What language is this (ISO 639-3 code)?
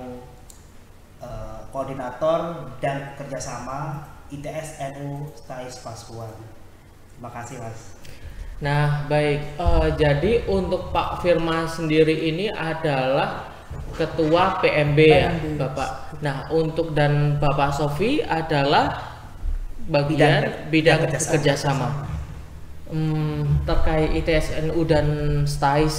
ind